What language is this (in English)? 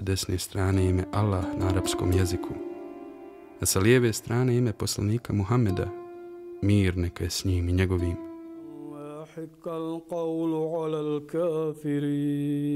Bosnian